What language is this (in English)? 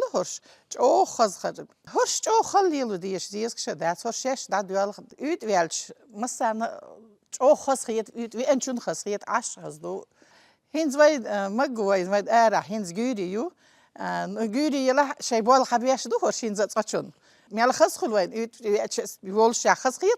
Chechen